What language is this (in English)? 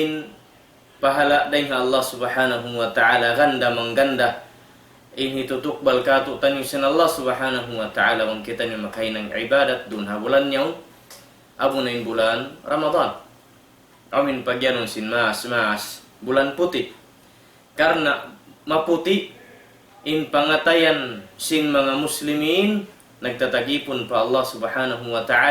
Tausug